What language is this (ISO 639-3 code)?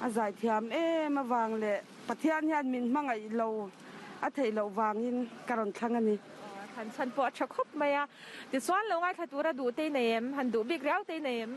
lus